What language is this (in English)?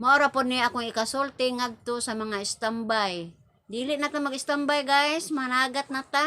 Cebuano